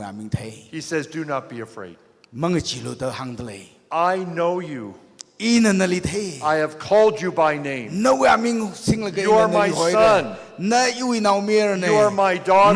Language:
Tangkhul Naga (India)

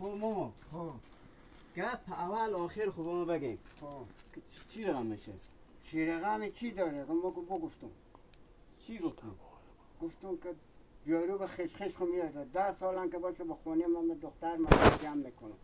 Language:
Hazaragi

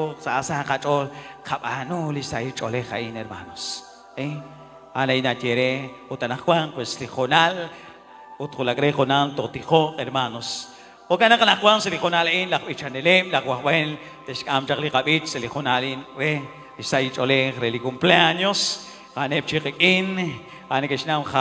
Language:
Kekchí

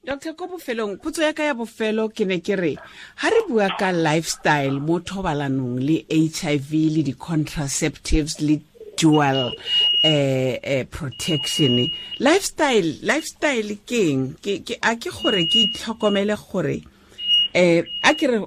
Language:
Tswana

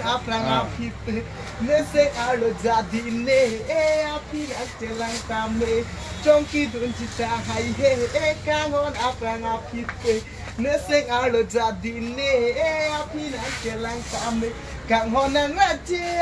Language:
Karbi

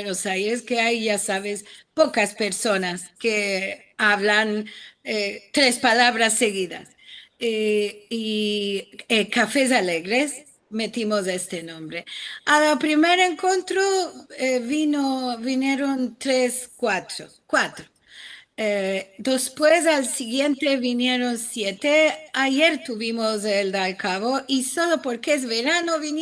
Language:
Ladino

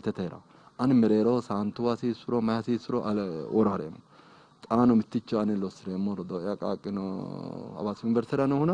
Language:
Sidamo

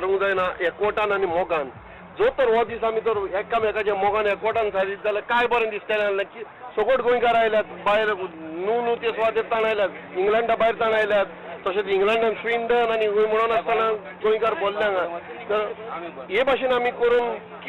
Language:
Konkani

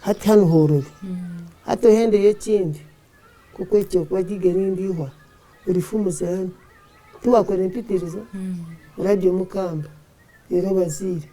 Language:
Nyankole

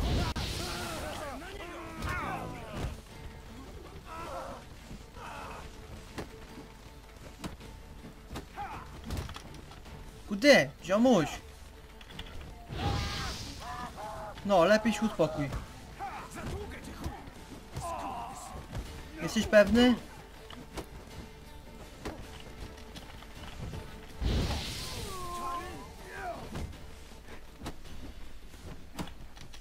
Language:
Polish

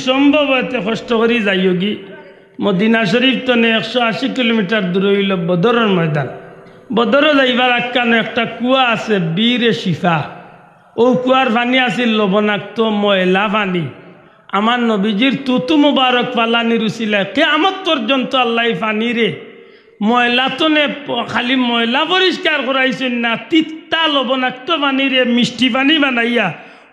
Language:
Sylheti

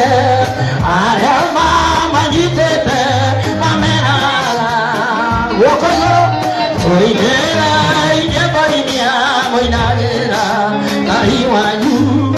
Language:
Kikuyu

